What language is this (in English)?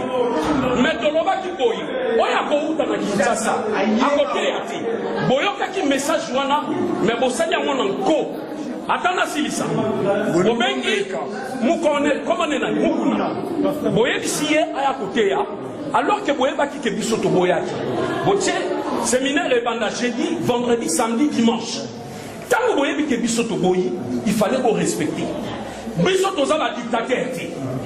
Lingala